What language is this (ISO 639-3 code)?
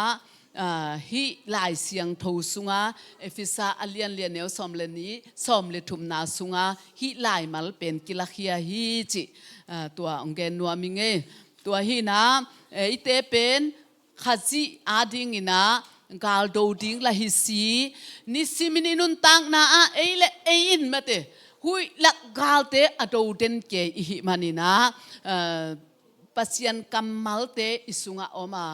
ctd